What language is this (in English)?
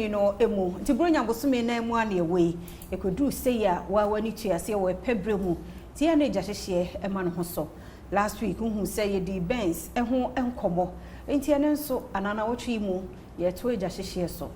Akan